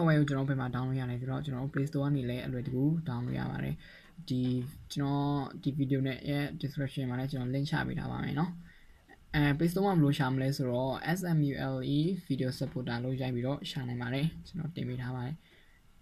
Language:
Burmese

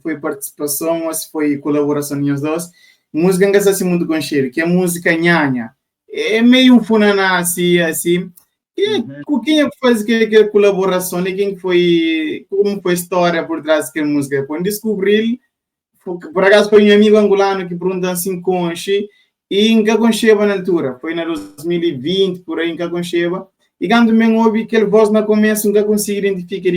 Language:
Kabuverdianu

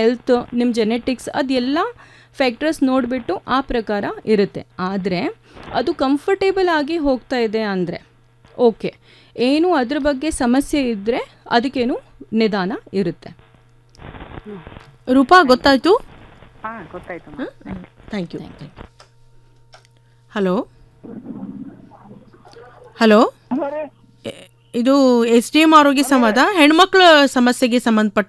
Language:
Kannada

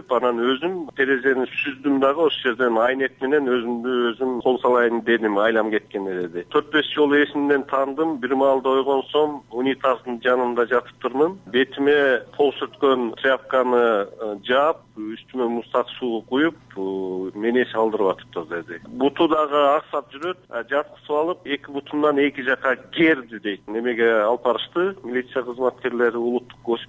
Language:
Kyrgyz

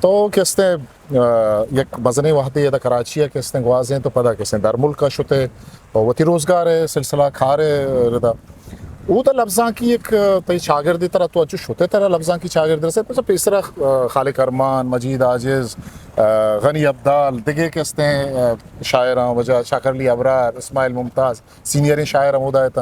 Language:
Eastern Balochi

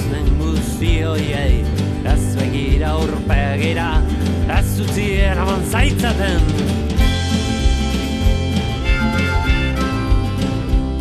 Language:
Basque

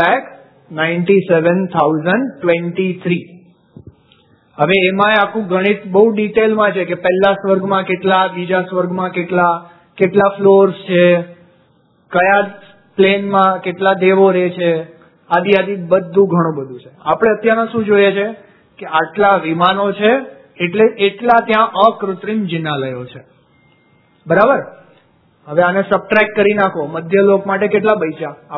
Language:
Gujarati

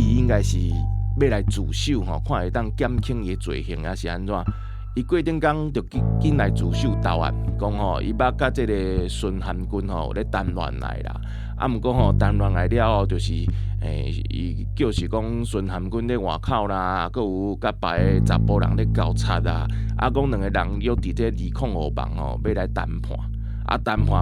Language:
Min Nan Chinese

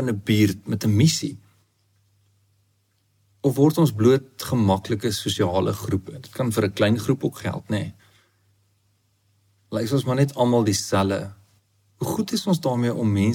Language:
Afrikaans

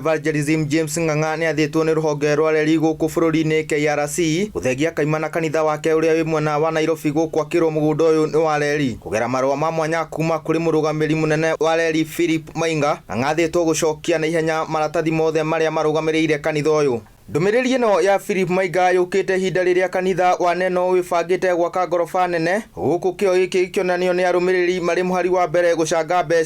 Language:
Kikuyu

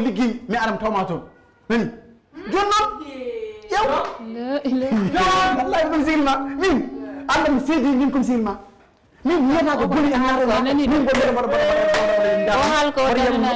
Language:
Fula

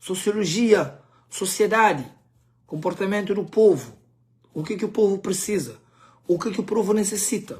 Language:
Kabuverdianu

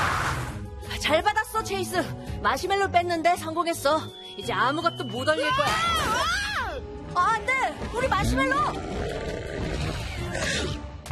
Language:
Korean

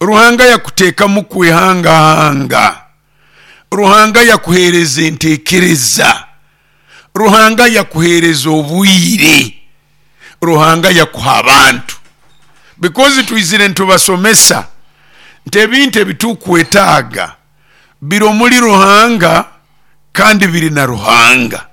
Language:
Nyoro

